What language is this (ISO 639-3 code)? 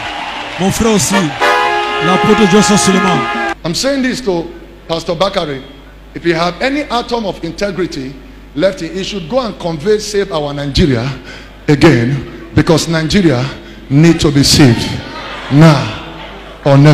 pcm